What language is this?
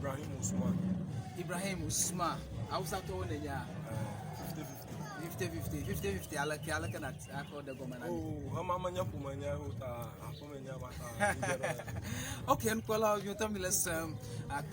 Ewe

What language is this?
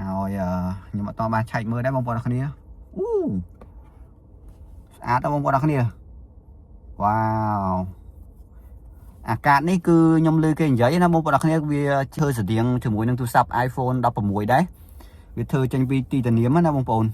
Khmer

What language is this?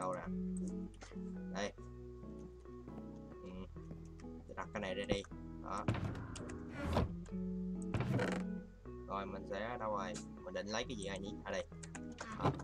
Vietnamese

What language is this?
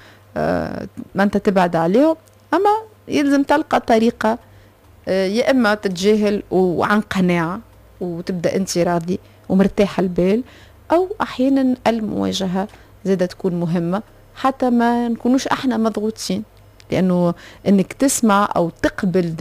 Tunisian Arabic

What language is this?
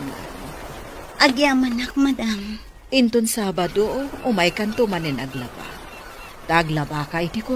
Iloko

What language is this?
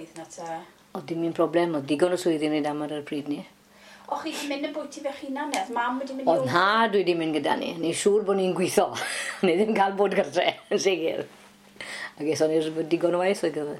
Welsh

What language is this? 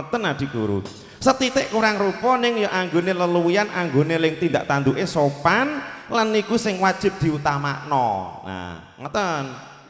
Javanese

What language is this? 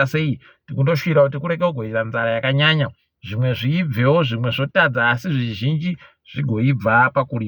Ndau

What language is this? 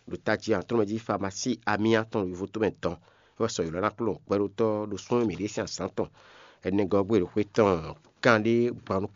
Fon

